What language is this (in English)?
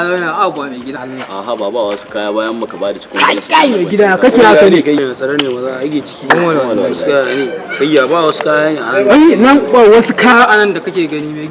Hausa